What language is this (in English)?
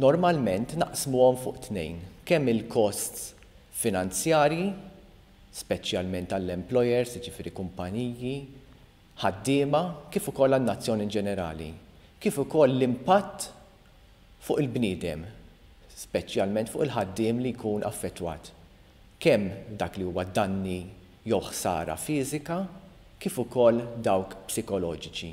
Maltese